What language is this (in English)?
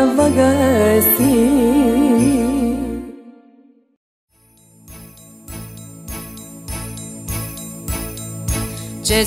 Romanian